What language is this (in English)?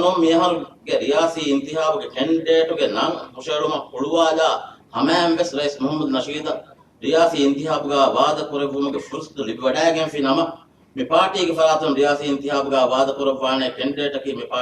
Divehi